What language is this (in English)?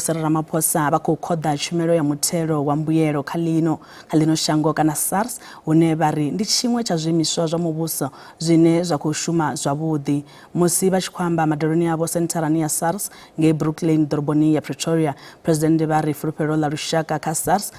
Venda